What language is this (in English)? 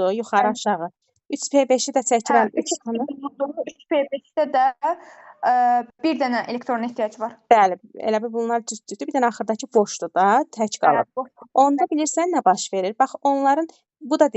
Azerbaijani